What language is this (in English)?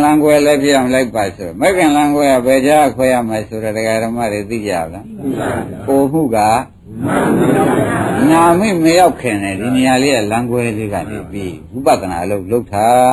Burmese